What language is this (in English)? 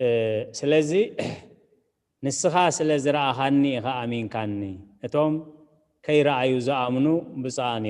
Tigrinya